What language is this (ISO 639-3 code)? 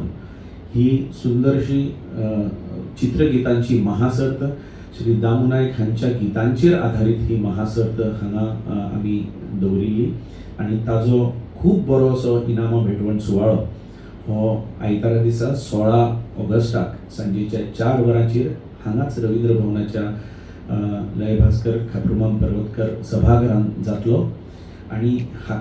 kok